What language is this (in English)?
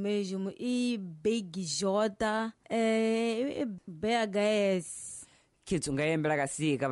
Tsonga